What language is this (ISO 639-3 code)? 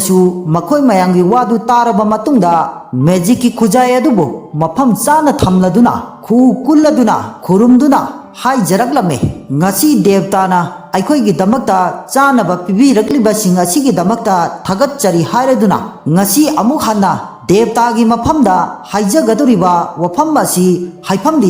mni